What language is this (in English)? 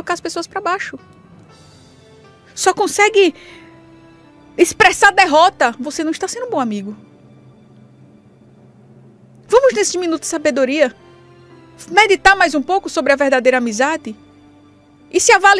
Portuguese